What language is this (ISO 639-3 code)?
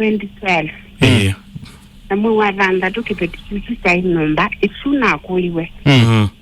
kam